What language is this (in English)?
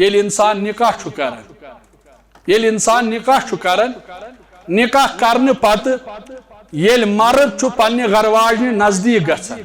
Kashmiri